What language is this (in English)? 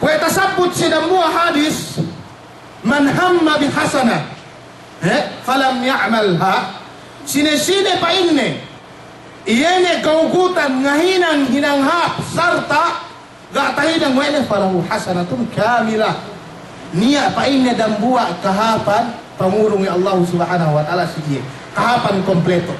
Yakan